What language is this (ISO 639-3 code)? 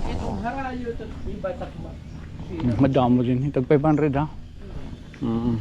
war